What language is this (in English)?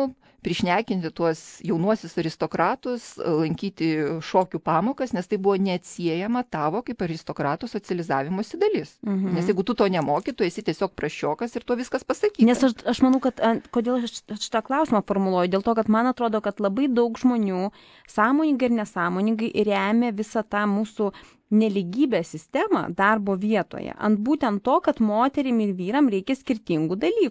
Lithuanian